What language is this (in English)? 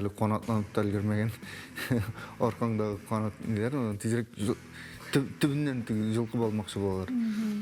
Tatar